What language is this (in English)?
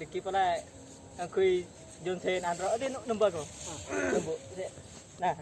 Madurese